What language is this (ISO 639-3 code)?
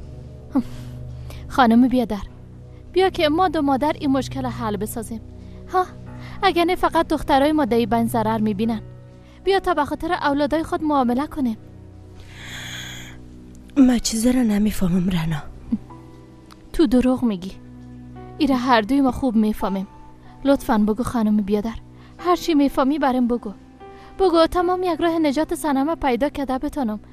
fas